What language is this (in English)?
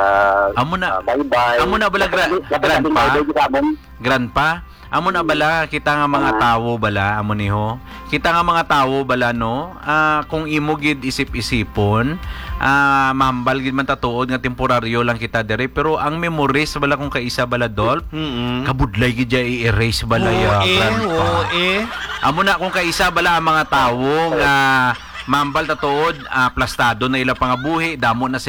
Hiligaynon